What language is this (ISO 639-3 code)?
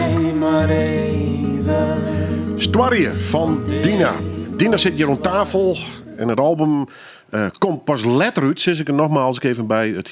fry